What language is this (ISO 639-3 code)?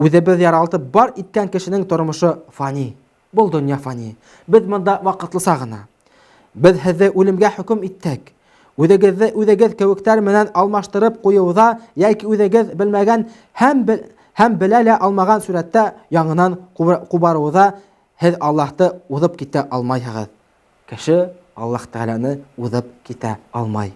bak